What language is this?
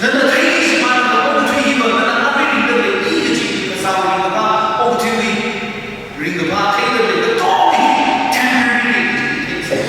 Tangkhul Naga (India)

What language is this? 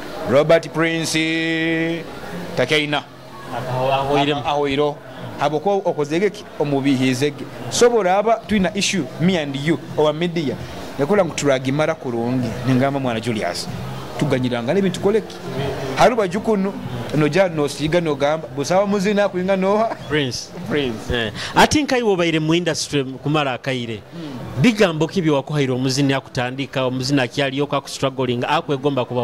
Nyoro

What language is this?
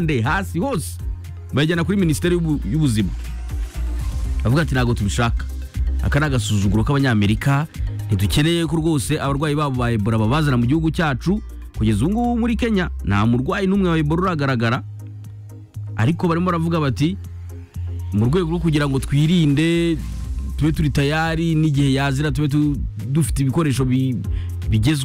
Kinyarwanda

